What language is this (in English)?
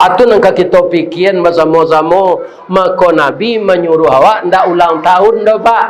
Minangkabau